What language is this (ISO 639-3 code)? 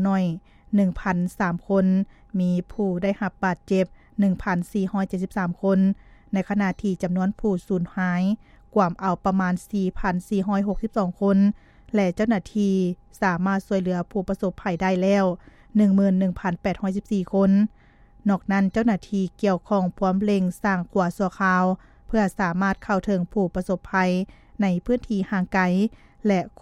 lao